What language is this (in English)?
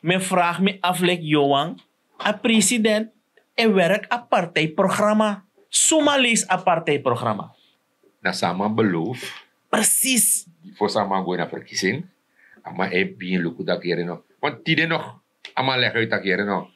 Sranan Tongo